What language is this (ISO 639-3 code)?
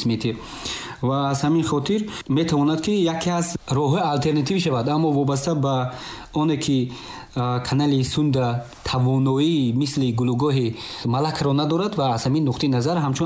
tgk